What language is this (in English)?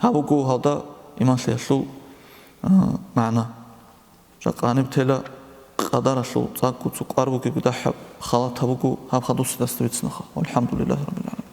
Avaric